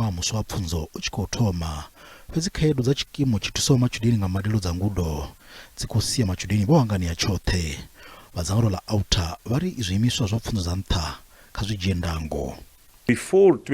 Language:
Venda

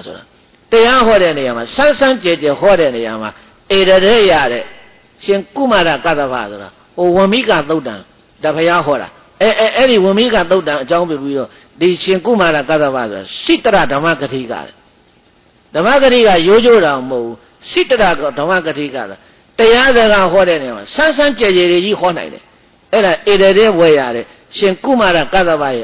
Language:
Burmese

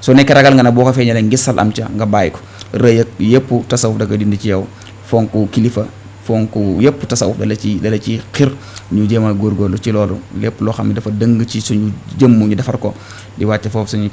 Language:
Wolof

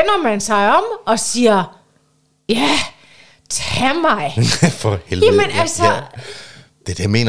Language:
Danish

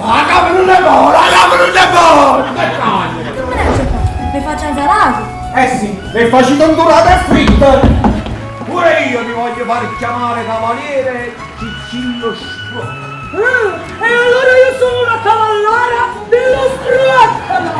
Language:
Neapolitan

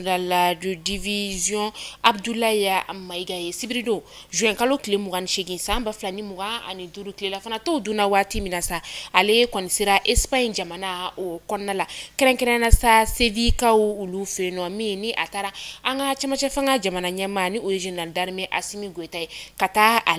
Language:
Bambara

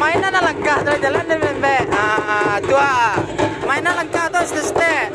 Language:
Minangkabau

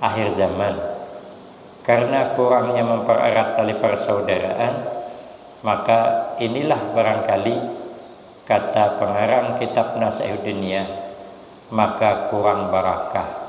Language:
Banjar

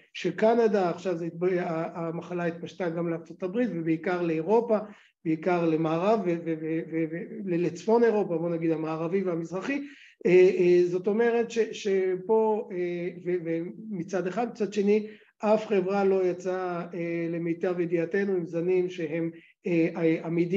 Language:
Hebrew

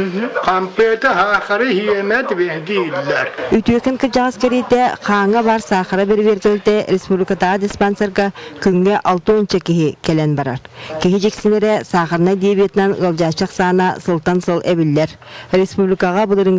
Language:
Yakut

